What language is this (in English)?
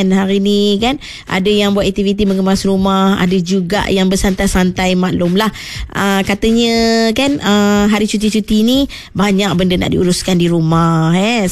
Malay